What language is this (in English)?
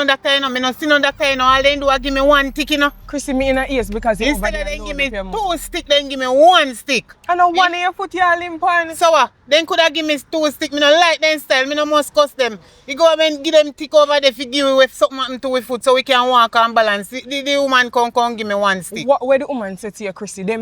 Jamaican Creole English